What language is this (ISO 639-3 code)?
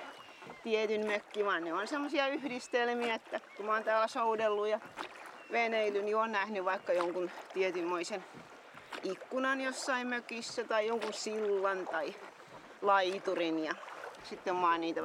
fin